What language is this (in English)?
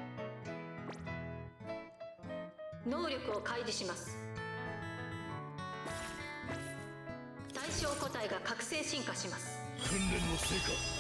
Japanese